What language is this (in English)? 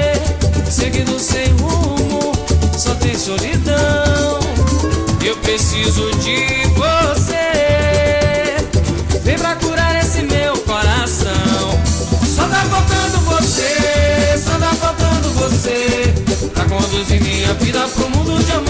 Portuguese